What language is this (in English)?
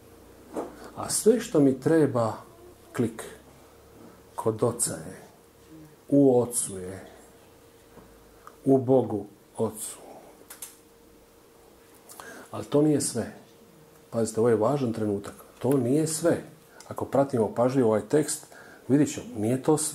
Croatian